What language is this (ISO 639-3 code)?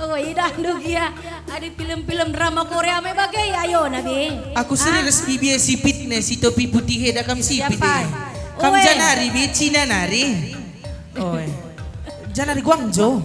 btx